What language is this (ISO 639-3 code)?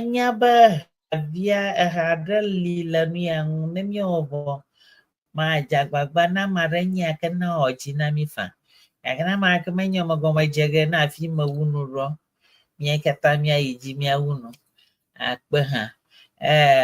ewe